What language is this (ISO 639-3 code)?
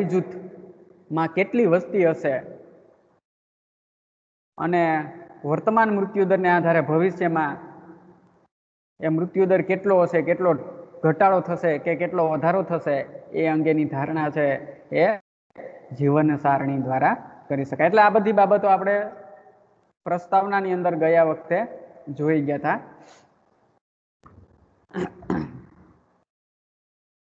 guj